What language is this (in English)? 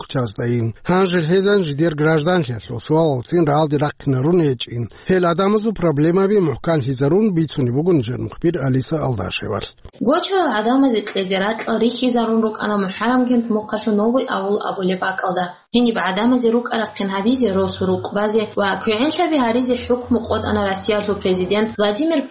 Avaric